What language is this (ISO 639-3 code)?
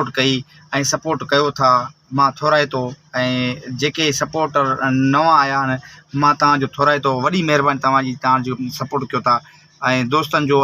snd